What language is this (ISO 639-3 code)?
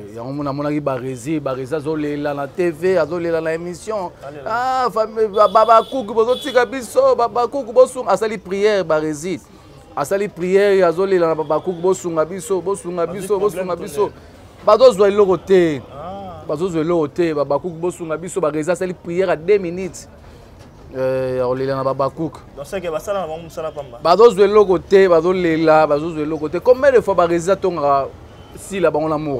lin